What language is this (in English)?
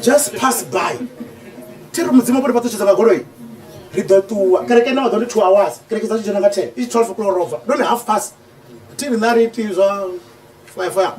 Venda